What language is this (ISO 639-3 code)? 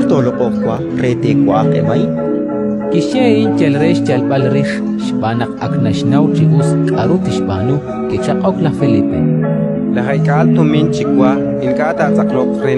kek